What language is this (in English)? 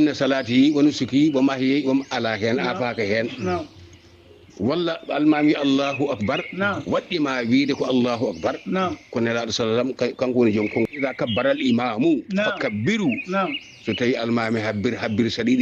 Fula